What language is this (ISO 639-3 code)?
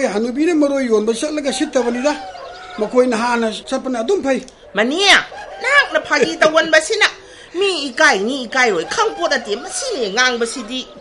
mni